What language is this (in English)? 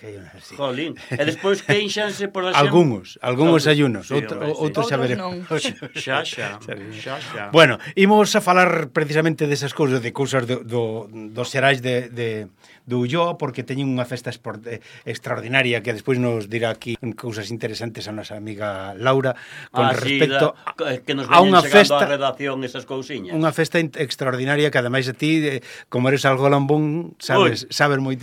Galician